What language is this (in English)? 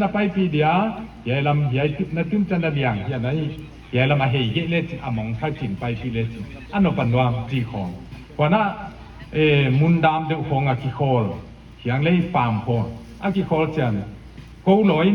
Paite Chin